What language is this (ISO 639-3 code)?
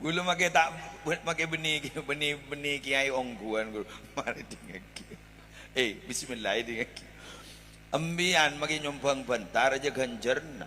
mad